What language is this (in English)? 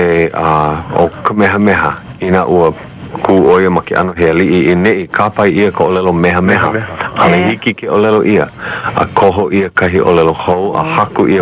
Hawaiian